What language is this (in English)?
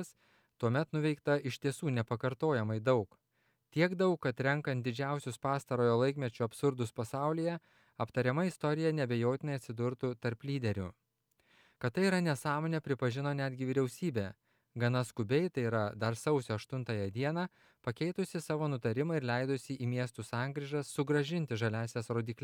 Lithuanian